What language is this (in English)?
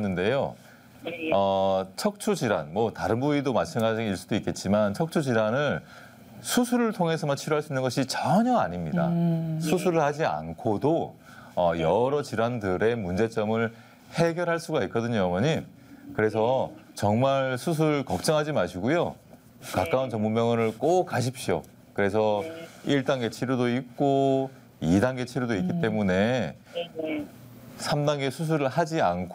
Korean